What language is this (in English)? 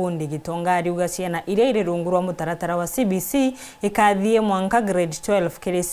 Meru